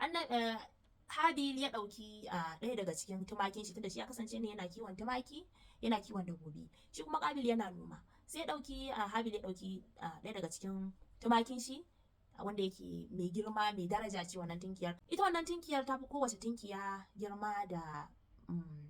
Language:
Hausa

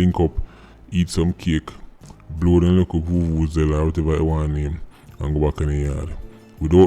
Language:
Jamaican Creole English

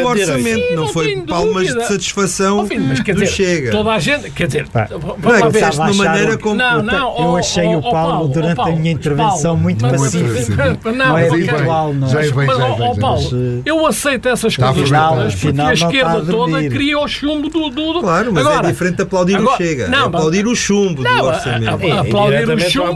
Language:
Portuguese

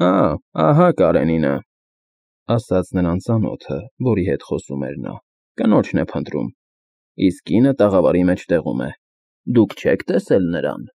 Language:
Armenian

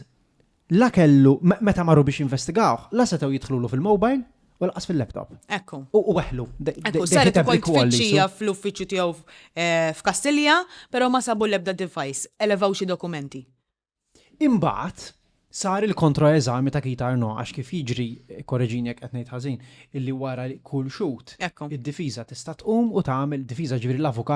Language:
Maltese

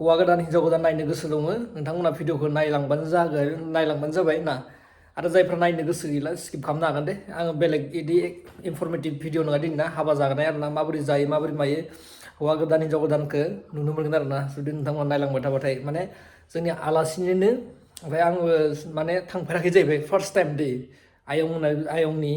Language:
Bodo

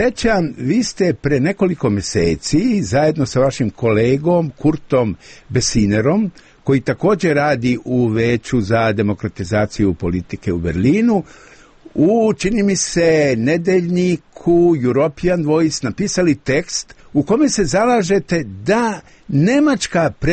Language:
Serbian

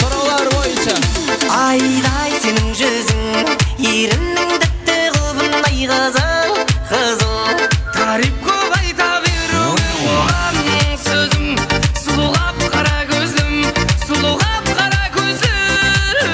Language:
Kara-Kalpak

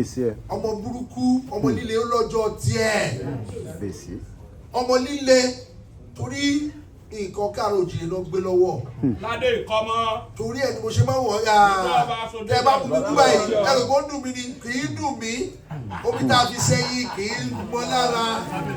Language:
Yoruba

